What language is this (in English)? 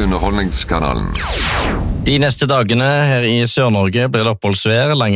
Norwegian